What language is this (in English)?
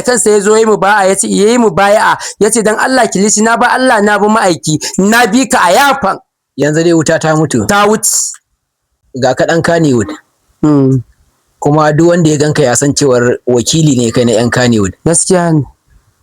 Hausa